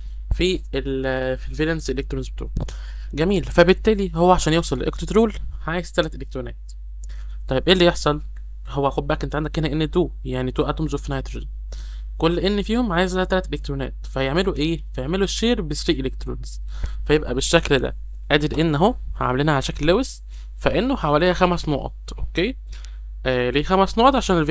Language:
Egyptian Arabic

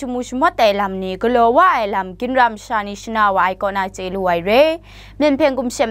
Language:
Kachin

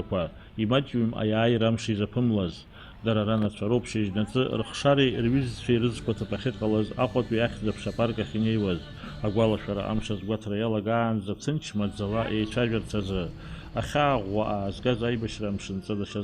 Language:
Abkhazian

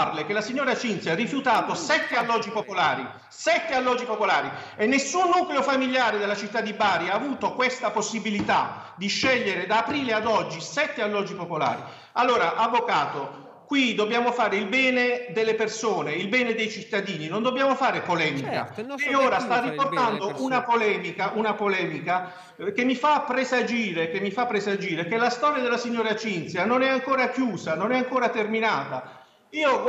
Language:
Italian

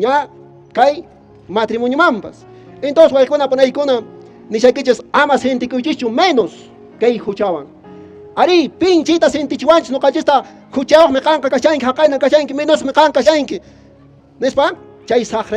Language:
Quechua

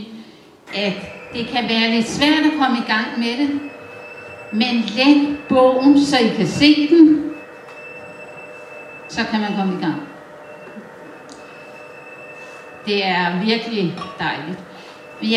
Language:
Danish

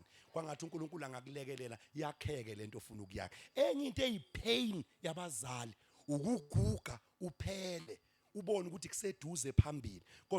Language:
Zulu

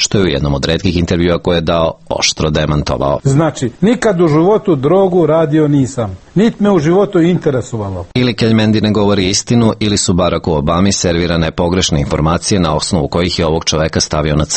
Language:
Serbian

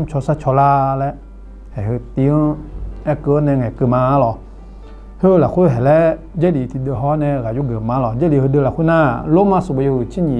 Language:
Akha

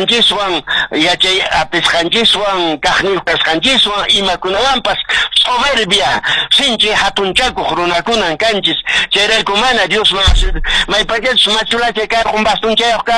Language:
Quechua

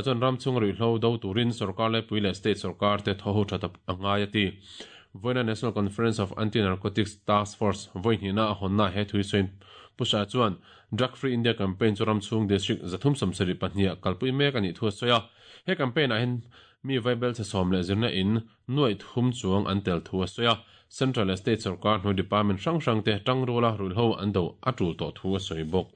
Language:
Mizo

